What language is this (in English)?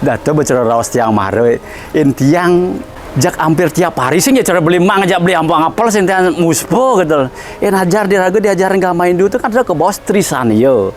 Balinese